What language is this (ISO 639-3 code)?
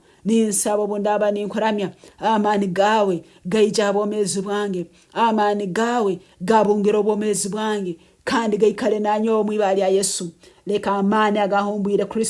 nyn